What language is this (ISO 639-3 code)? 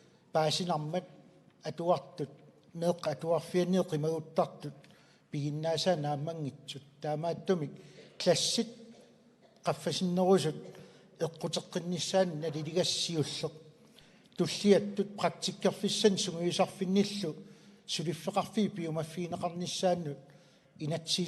kal